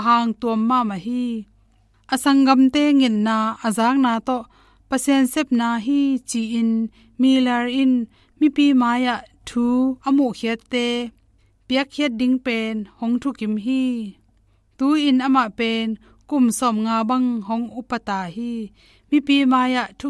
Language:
Tedim Chin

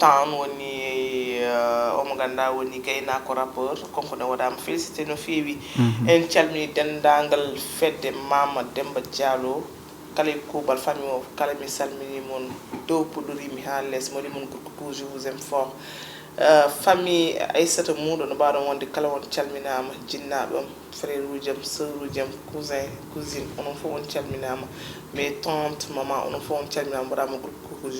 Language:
Fula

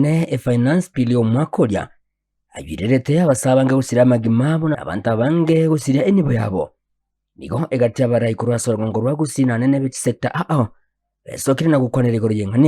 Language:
Gusii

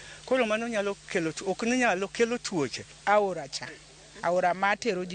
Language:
Luo (Kenya and Tanzania)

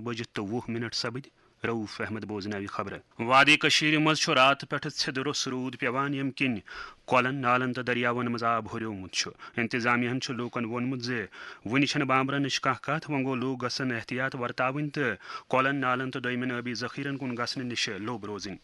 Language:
Kashmiri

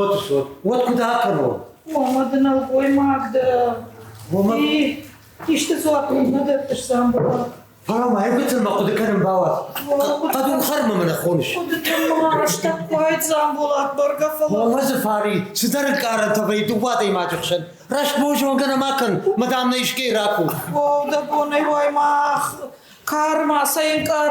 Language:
Ossetic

